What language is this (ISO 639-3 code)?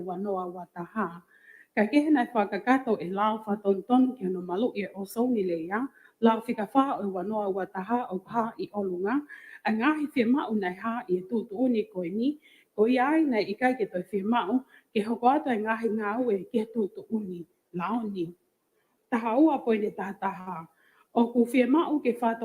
ton